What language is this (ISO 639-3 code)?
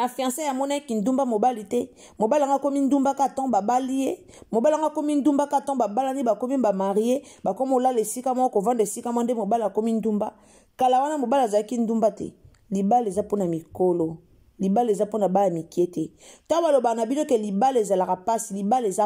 lin